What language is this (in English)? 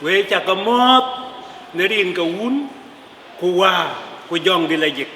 Dinka